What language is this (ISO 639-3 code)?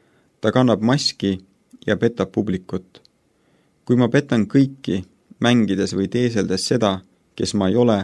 est